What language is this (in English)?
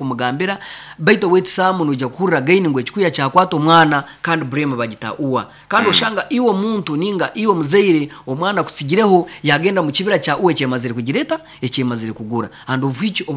Nyoro